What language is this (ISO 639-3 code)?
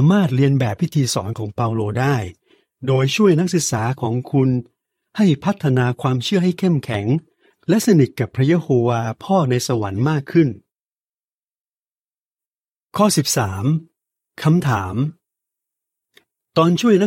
tha